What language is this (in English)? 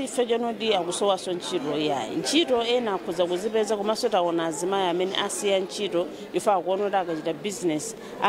Nyanja